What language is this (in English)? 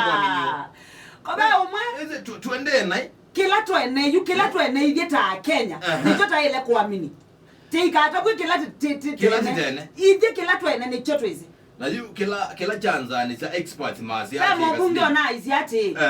Kamba